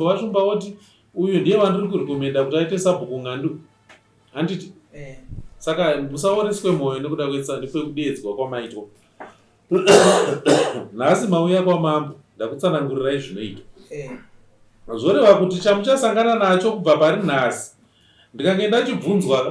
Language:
Shona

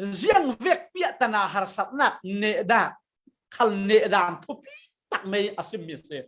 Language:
Falam Chin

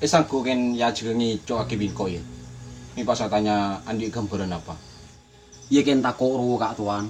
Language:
Madurese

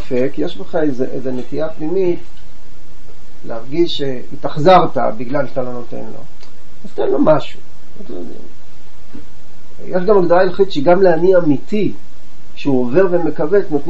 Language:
Hebrew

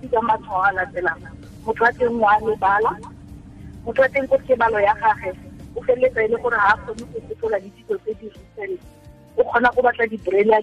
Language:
Tswana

